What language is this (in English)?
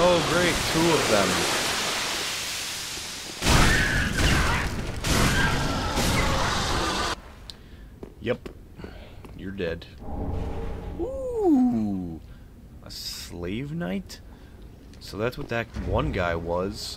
English